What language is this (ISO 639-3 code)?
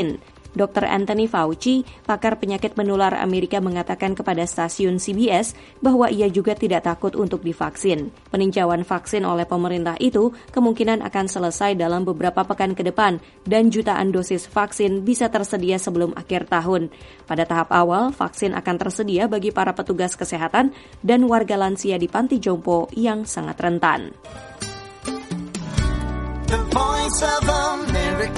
ind